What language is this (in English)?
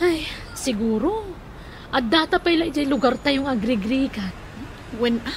Iloko